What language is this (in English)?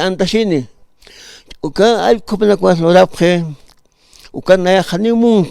Aymara